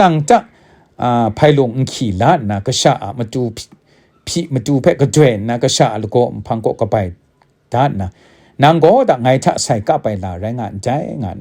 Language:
Kachin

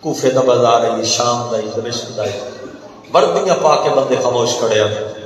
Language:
Saraiki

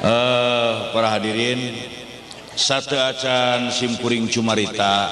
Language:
Sundanese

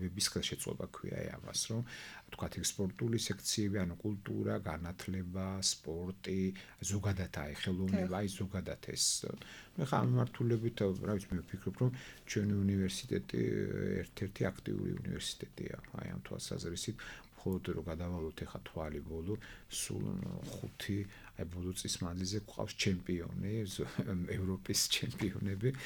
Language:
Georgian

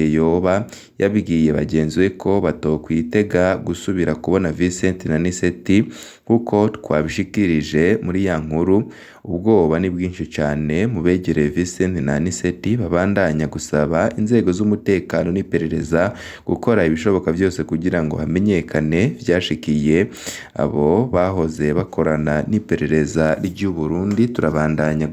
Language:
Rundi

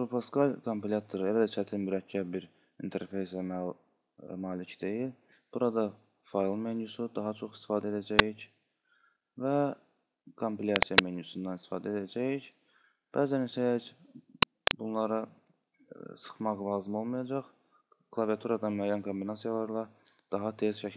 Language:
Azerbaijani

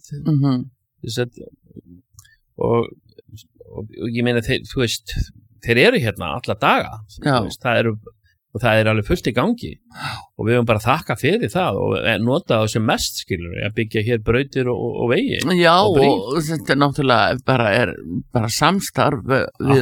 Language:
Icelandic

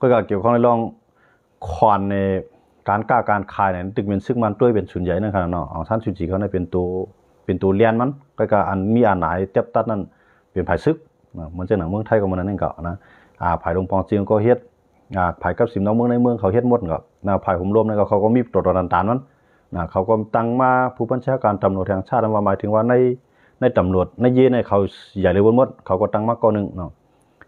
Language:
Shan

